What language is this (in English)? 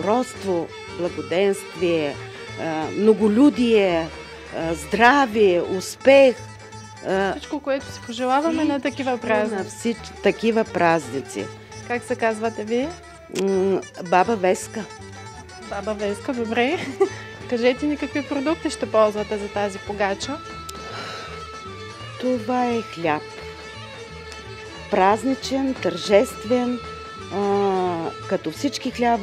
Bulgarian